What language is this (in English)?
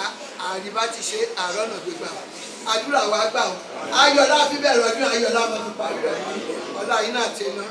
Yoruba